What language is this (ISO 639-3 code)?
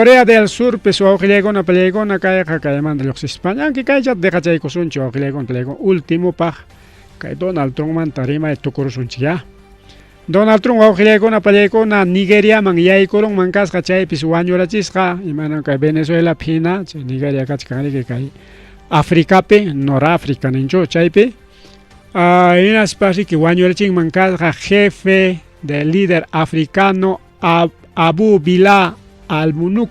quy